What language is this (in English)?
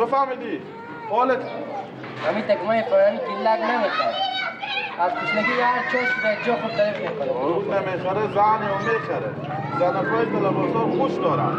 Persian